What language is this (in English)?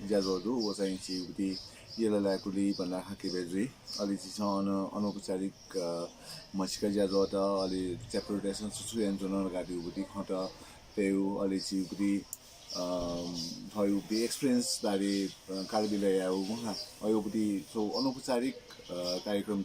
Newari